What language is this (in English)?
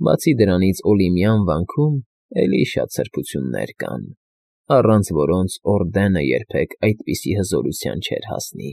Armenian